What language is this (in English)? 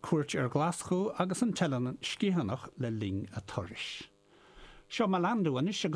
Irish